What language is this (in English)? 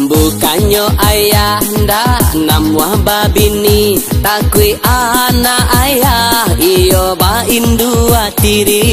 Minangkabau